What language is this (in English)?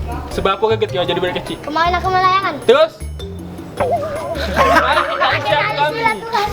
Musi